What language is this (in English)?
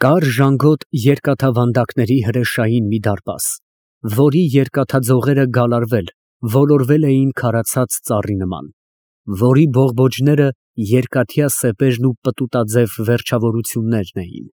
Armenian